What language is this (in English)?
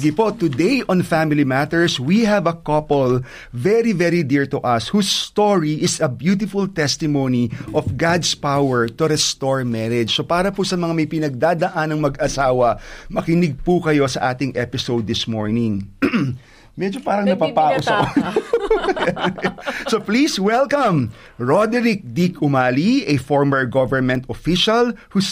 Filipino